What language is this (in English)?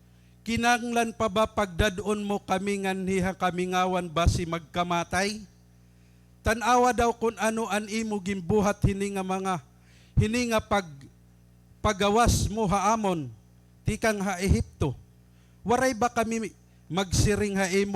Waray